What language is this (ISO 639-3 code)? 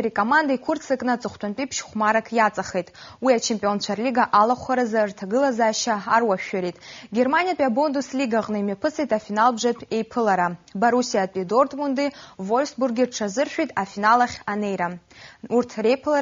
abk